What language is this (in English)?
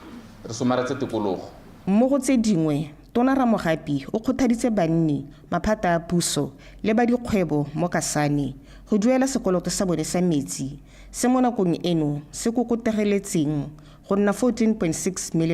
Tswana